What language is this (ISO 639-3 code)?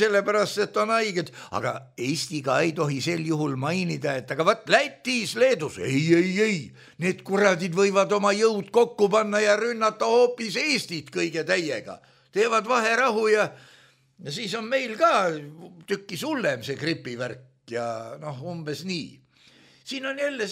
est